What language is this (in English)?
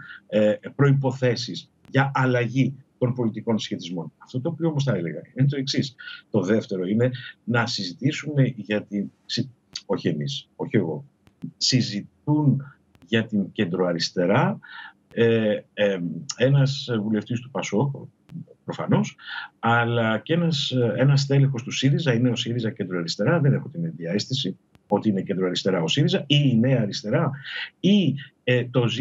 Greek